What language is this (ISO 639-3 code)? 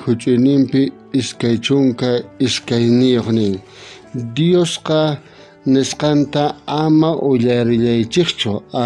quh